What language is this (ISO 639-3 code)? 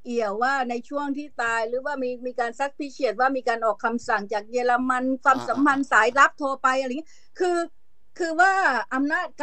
tha